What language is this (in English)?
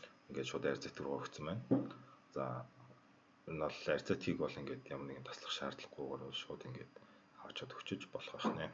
Mongolian